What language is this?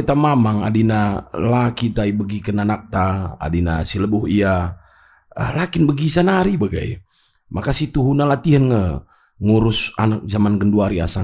Batak Karo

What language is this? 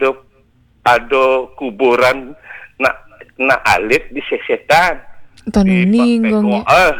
Balinese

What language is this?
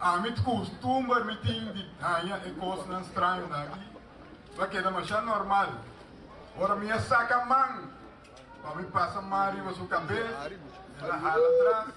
Papiamento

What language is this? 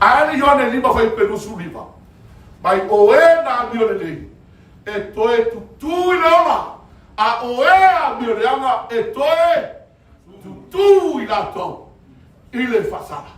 Samoan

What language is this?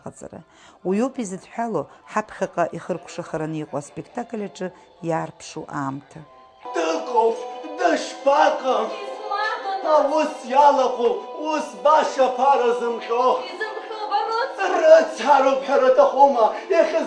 Abkhazian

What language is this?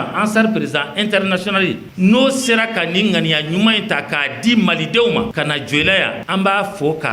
Bambara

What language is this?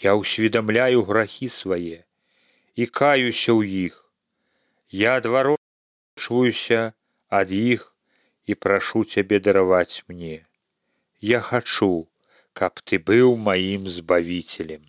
Belarusian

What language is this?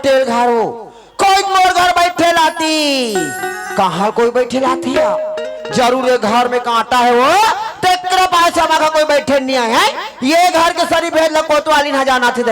Chhattisgarhi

